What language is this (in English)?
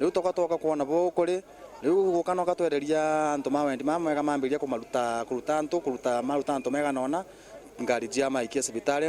Meru